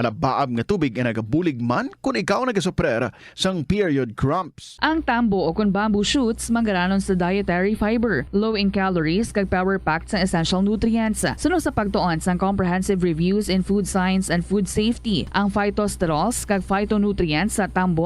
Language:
Hiligaynon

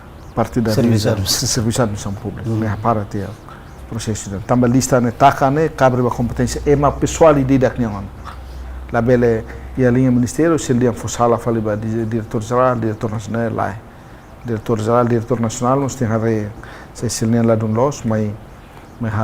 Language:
Tetum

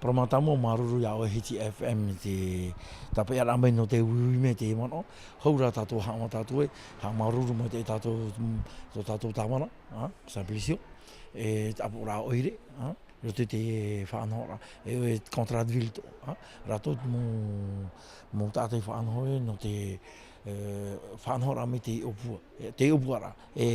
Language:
Tahitian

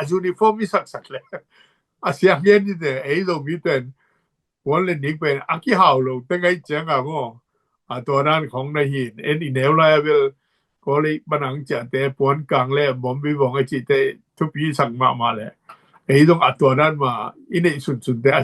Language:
Tedim Chin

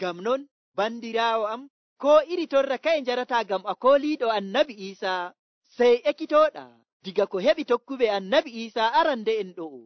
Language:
Nigerian Fulfulde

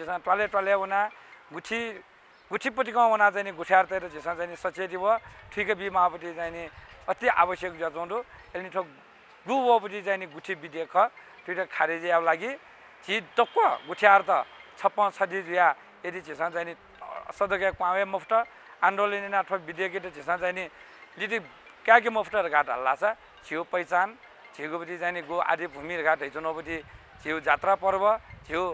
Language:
Newari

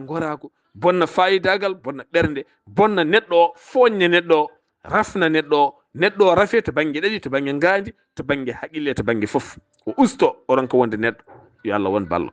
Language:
Fula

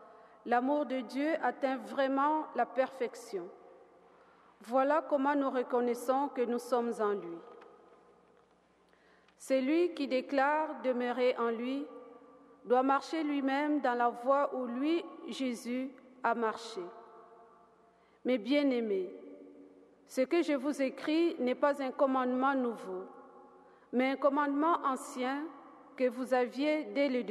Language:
French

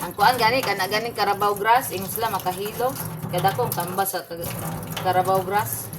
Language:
Cebuano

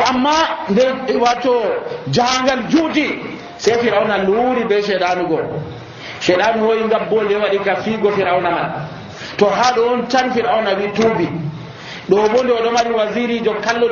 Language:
Nigerian Fulfulde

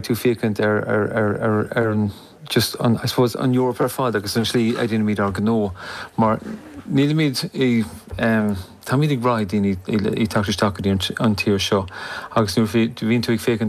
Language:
Irish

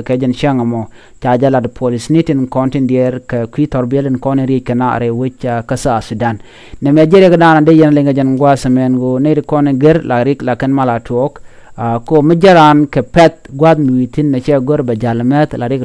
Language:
Nuer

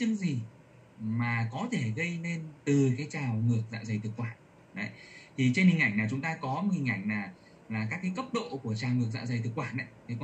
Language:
Vietnamese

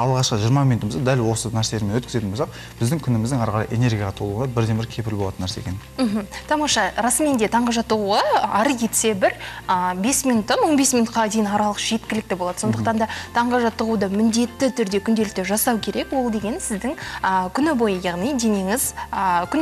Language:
Kazakh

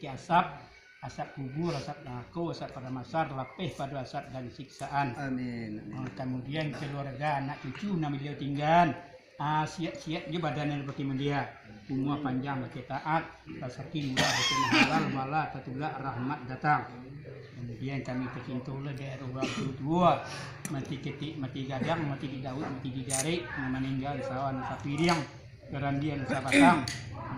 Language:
Minangkabau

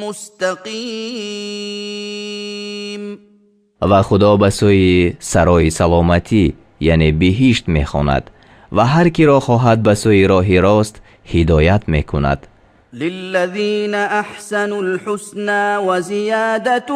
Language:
Tajik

